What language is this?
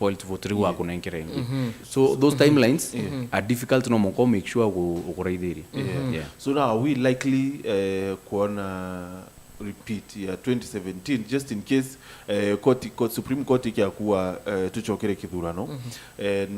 Meru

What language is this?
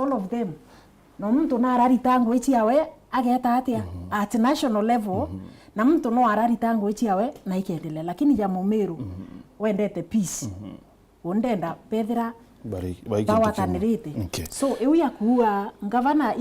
Meru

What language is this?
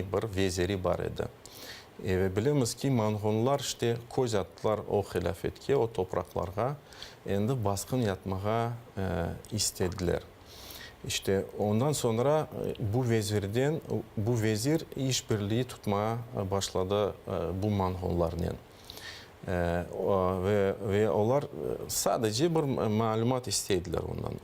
Crimean Tatar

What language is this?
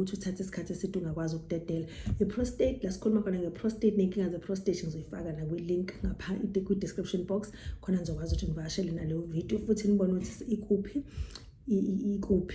Zulu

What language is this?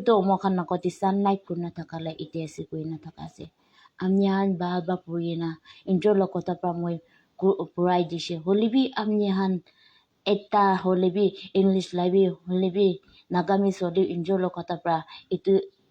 Naga Pidgin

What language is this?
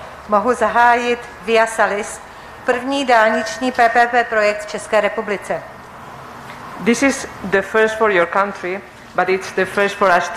Czech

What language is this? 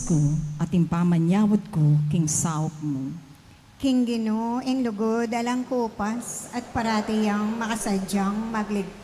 Pampanga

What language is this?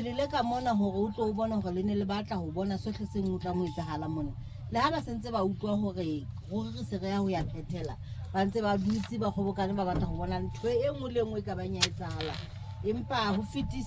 Southern Sotho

